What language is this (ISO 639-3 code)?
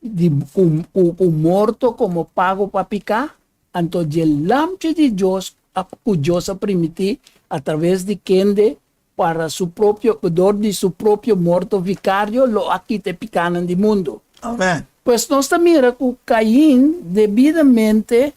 pap